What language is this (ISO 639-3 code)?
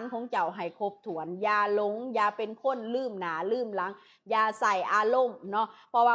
lao